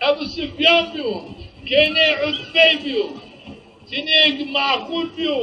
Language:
Zaza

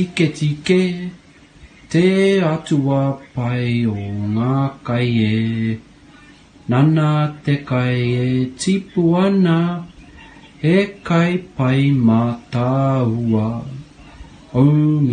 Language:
Māori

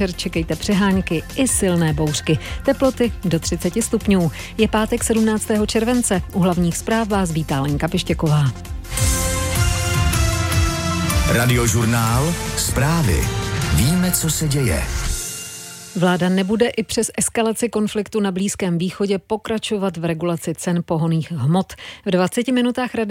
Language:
Czech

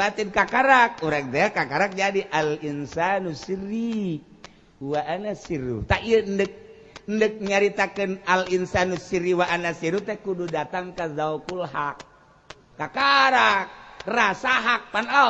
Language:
Sundanese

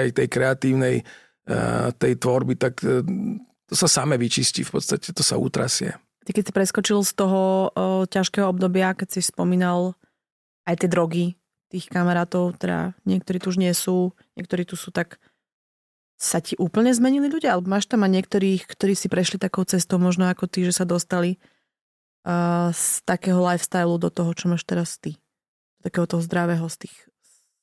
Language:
Slovak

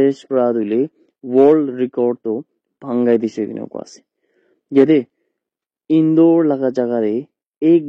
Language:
Naga Pidgin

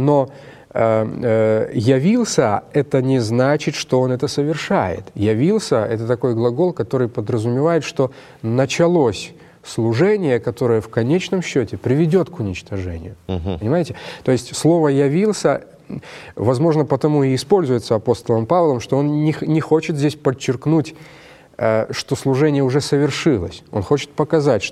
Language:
Russian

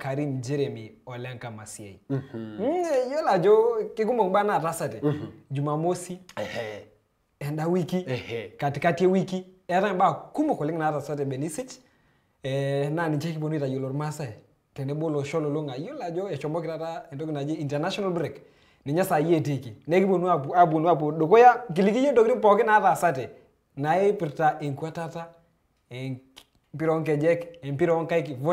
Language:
Masai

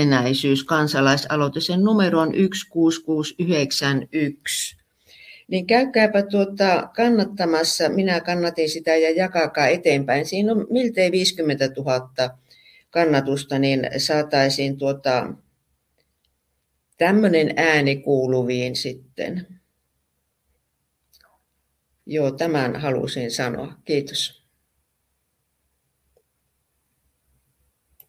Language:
Finnish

